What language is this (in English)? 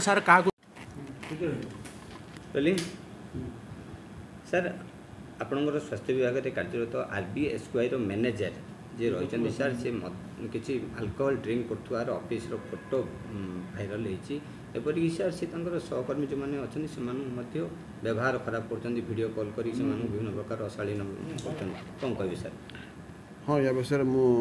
Odia